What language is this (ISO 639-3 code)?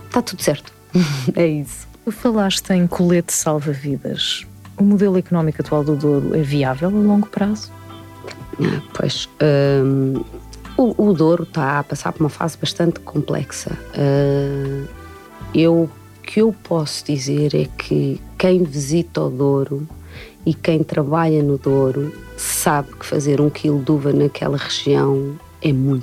por